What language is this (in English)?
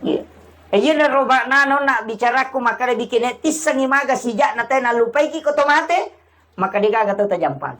Buginese